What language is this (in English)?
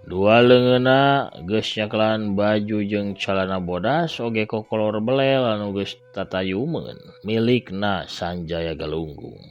Sundanese